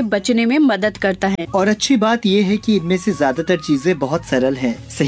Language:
Hindi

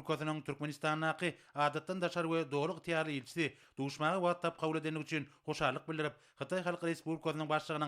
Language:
Turkmen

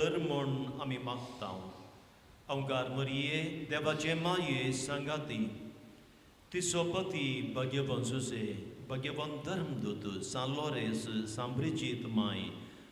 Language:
Konkani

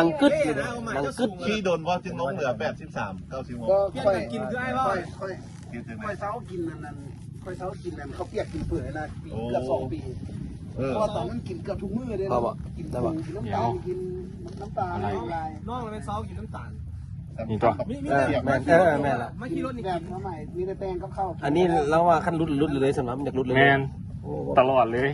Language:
Lao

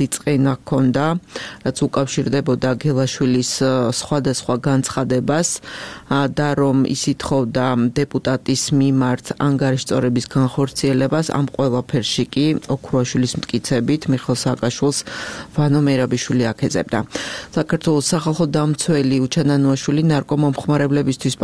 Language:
Georgian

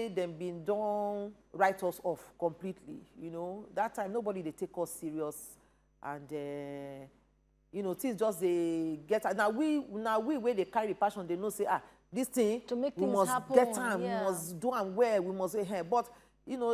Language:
Nigerian Pidgin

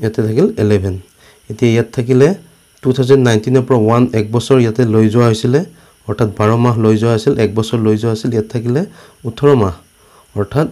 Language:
Assamese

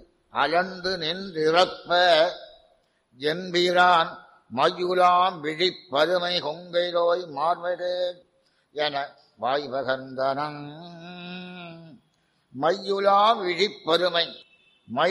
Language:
Tamil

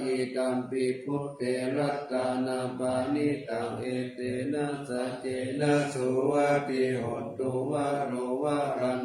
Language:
Pali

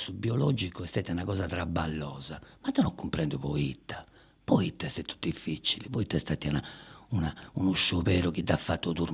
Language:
Sardinian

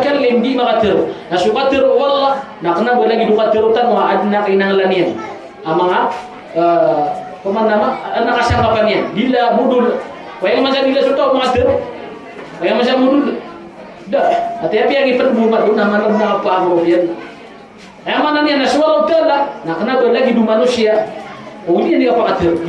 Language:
Maranao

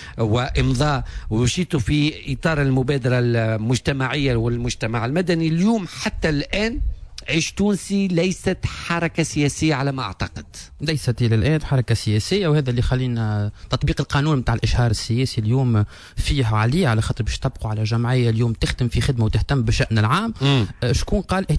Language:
Tunisian Arabic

